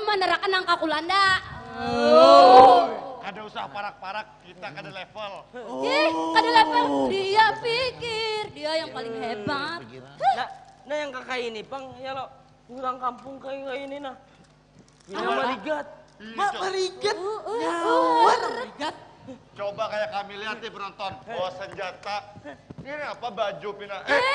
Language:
Banjar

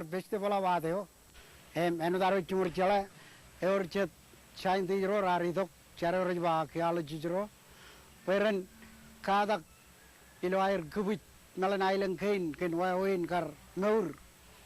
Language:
Marshallese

